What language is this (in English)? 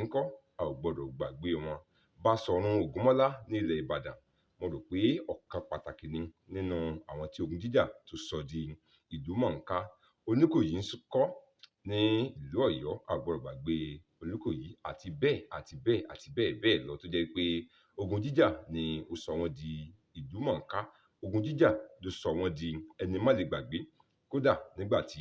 Yoruba